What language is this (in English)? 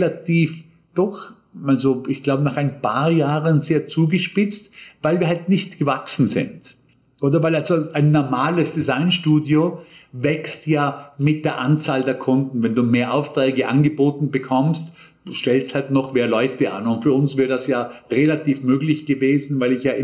German